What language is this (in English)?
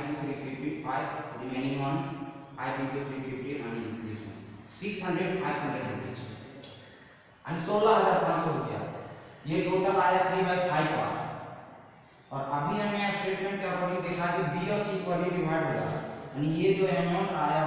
Hindi